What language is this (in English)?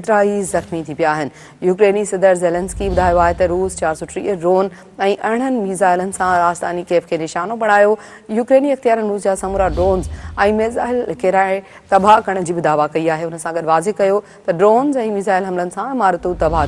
Sindhi